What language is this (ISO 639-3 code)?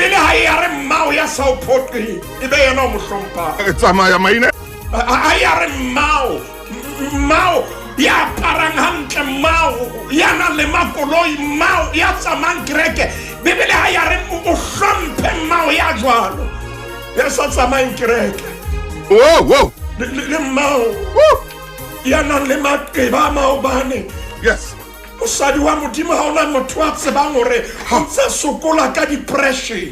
sot